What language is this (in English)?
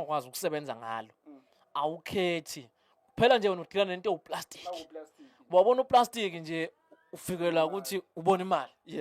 Zulu